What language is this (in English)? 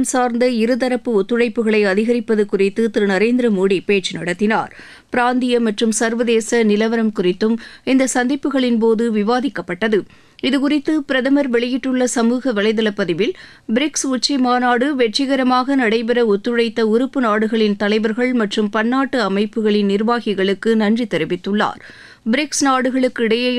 Tamil